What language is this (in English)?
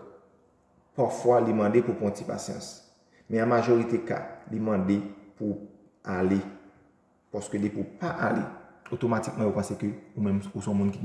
Haitian Creole